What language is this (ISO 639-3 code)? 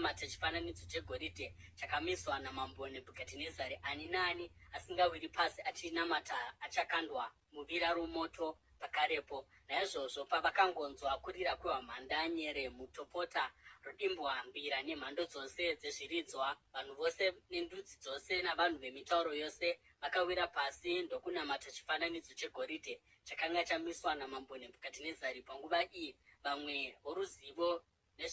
sna